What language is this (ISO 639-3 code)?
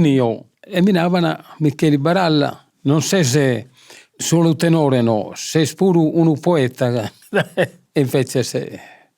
srd